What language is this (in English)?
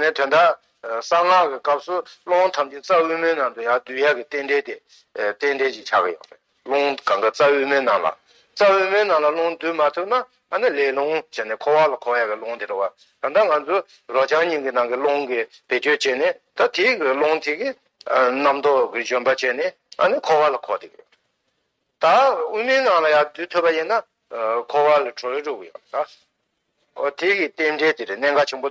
Tibetan